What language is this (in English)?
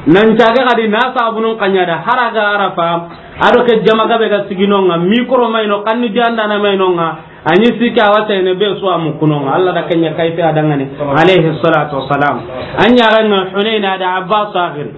Soninke